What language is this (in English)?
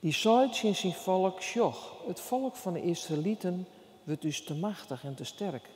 Western Frisian